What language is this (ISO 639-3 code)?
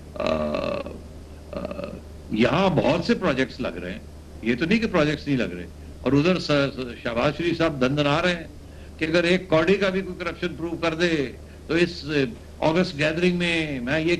urd